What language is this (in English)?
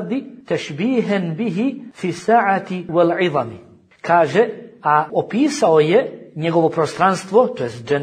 Bosnian